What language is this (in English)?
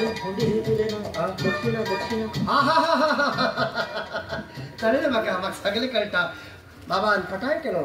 Konkani